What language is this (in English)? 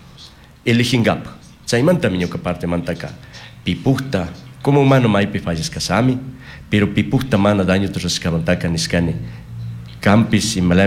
Chimborazo Highland Quichua